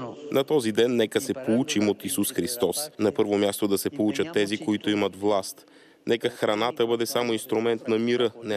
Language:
Bulgarian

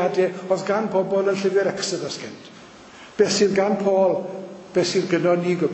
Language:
Welsh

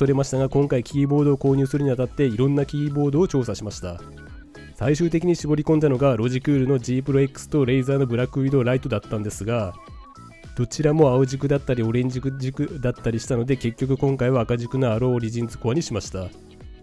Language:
Japanese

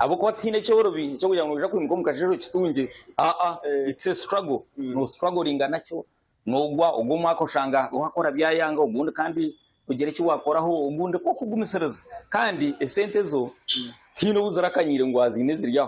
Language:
Nyankole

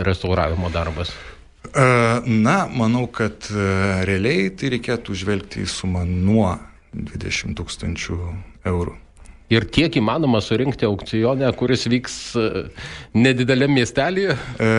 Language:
Lithuanian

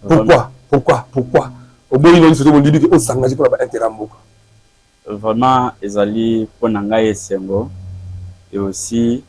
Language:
Lingala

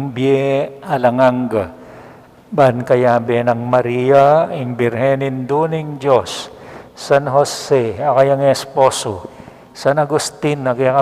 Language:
Pampanga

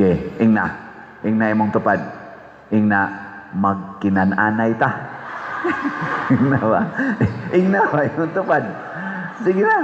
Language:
Cebuano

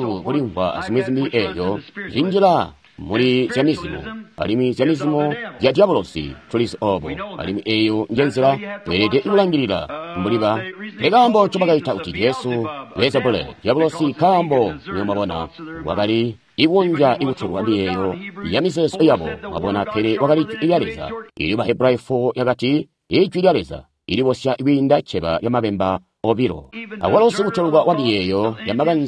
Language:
Tonga (Zambia)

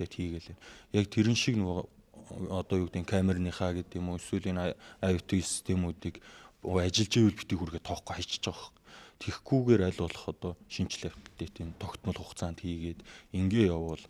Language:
Mongolian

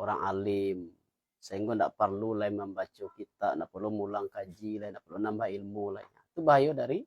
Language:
Minangkabau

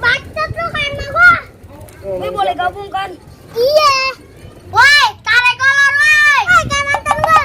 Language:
Betawi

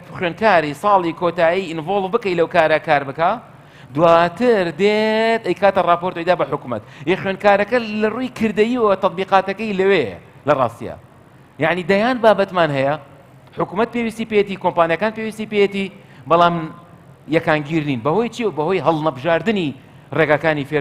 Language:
Central Kurdish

